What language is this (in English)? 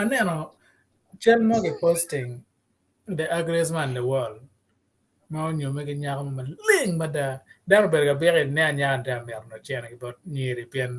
Acoli